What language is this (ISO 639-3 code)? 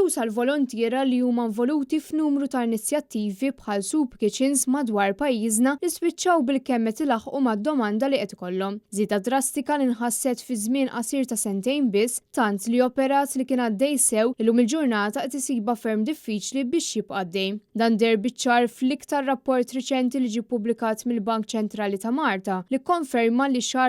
mlt